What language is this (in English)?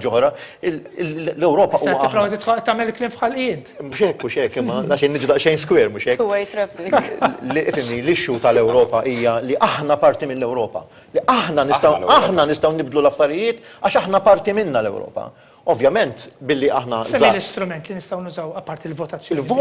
Maltese